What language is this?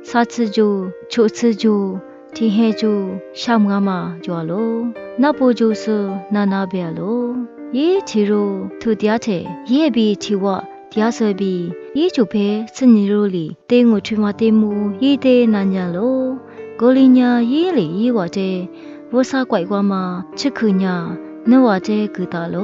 Lisu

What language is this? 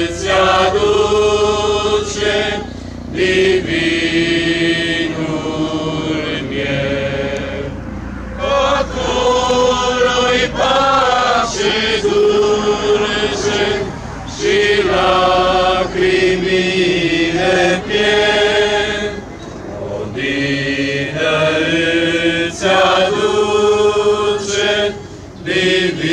Romanian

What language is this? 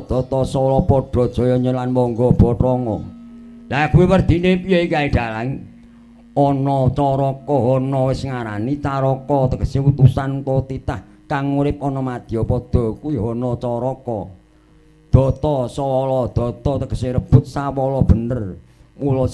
Javanese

